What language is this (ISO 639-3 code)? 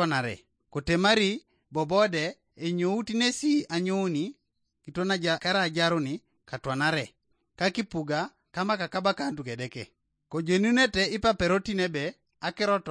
teo